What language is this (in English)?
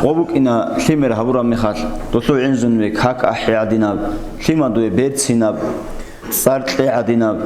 Avaric